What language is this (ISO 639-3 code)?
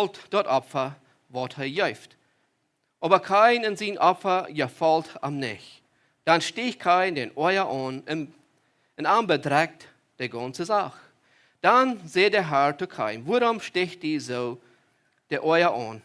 pdt